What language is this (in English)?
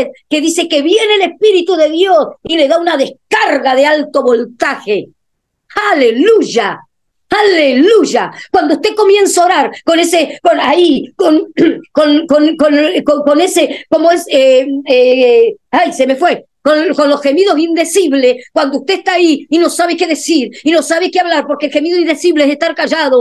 Spanish